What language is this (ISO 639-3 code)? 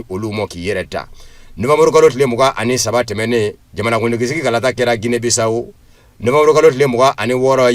bam